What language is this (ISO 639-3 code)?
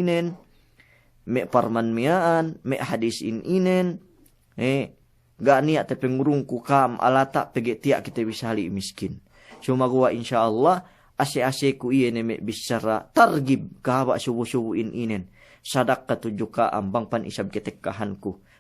yka